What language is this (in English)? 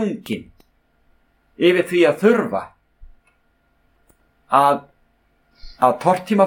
Icelandic